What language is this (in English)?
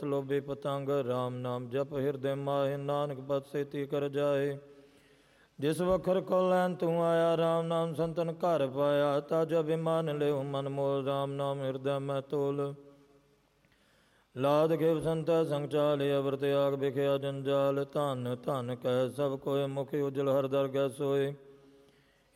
Punjabi